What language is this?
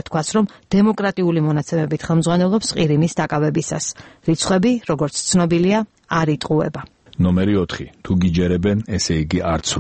Georgian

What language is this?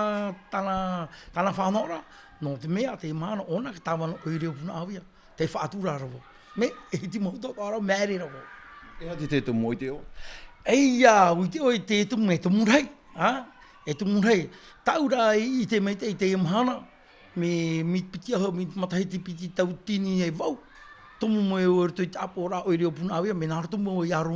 Tahitian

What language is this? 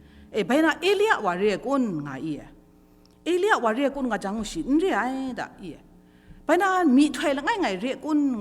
Kachin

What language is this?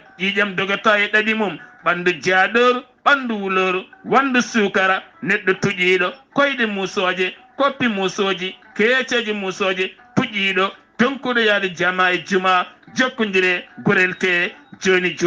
Fula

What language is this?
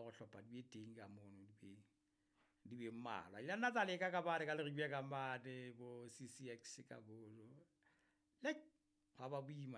Southern Sotho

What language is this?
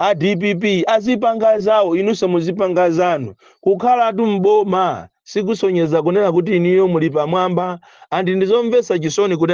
Nyanja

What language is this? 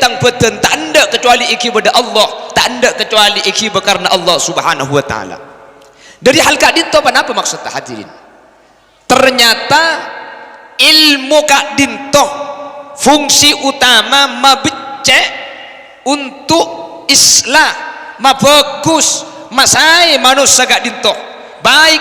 Madurese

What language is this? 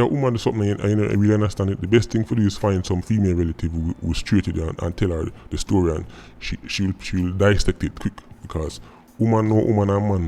Jamaican Creole English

